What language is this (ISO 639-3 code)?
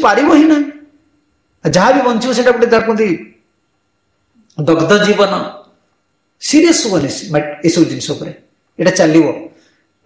ori